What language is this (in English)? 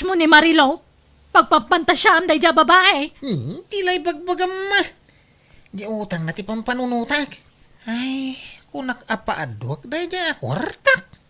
Iloko